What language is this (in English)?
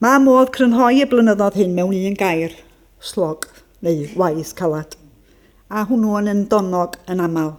Welsh